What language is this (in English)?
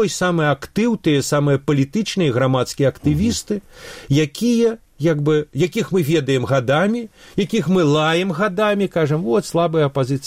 Belarusian